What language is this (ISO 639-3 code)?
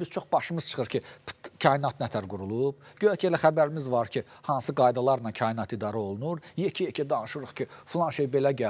aze